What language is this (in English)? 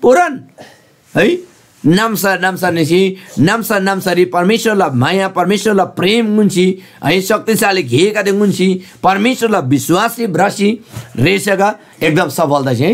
Eastern Tamang